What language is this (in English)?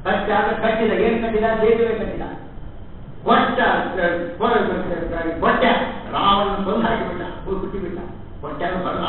Kannada